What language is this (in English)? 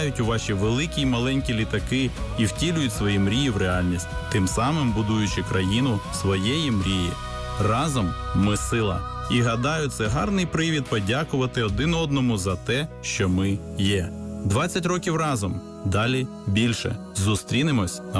Ukrainian